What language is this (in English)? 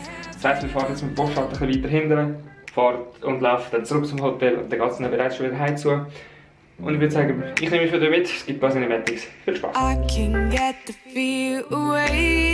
Swiss German